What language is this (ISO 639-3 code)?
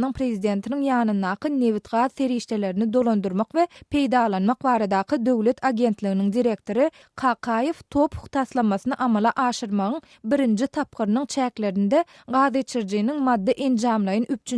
tuk